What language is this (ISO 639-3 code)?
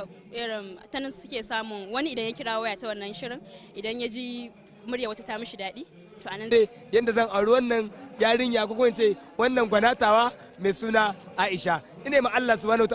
hau